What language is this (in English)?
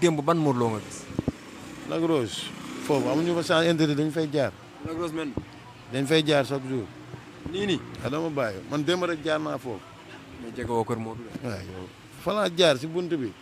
Wolof